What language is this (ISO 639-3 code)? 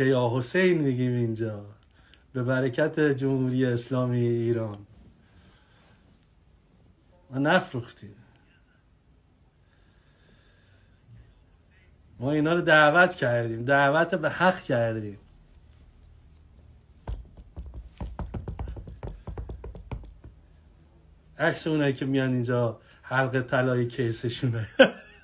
fas